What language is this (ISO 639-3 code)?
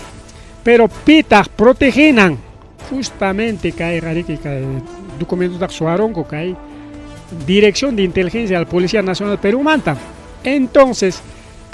quy